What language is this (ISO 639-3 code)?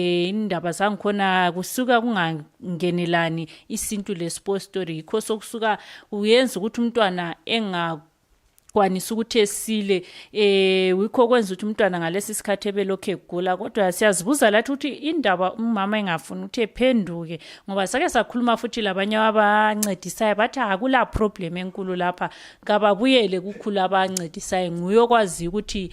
sna